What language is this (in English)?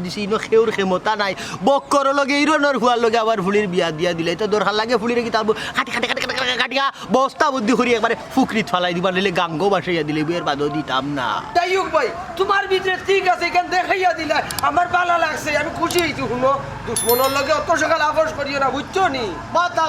Sylheti